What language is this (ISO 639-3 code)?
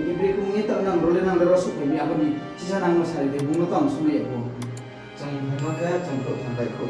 ria